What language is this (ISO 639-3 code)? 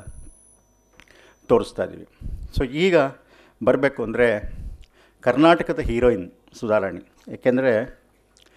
kan